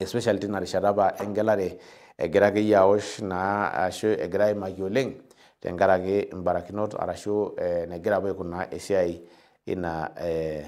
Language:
Masai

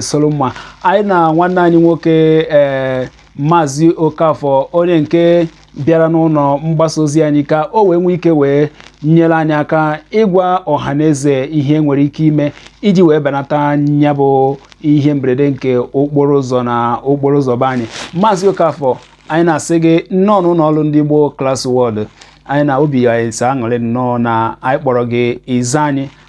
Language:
Igbo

